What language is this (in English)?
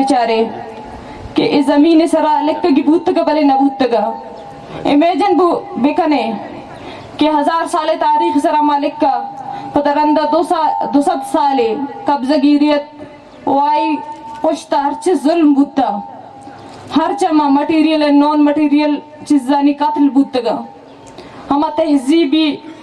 Baluchi